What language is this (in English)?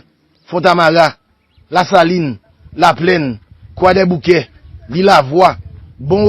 Haitian Creole